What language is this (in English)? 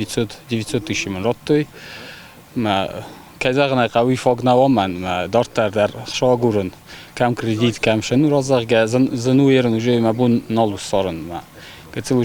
Ossetic